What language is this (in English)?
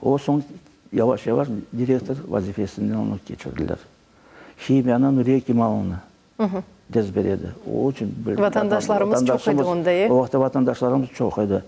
Crimean Tatar